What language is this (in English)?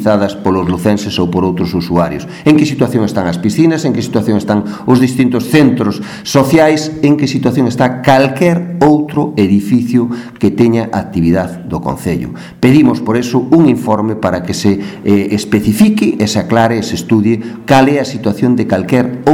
Galician